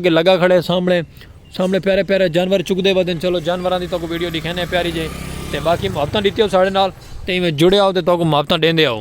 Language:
Saraiki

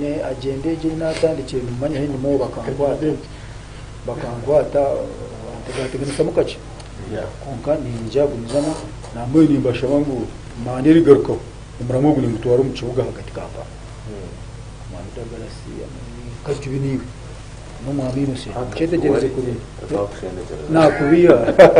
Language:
Nyankole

